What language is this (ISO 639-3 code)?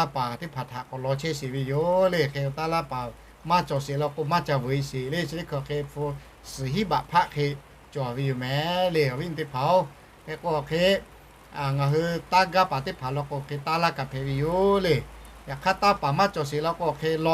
lhu